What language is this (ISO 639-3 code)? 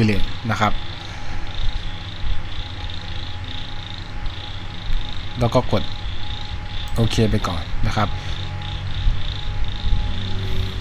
tha